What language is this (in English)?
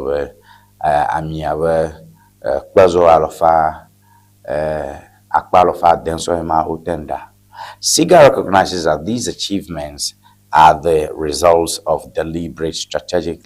Ewe